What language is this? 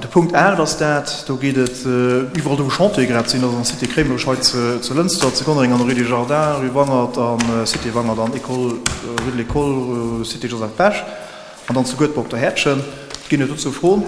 Luxembourgish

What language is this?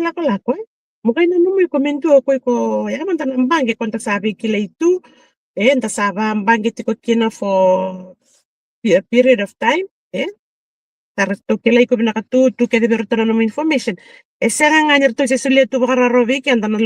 Fijian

